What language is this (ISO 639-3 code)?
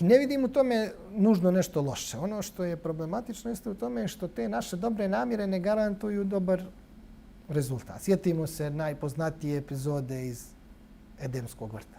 bos